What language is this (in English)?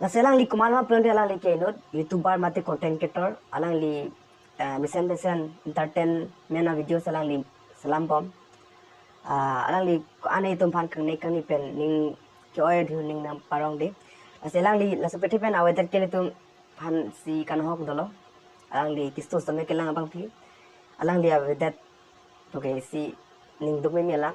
Karbi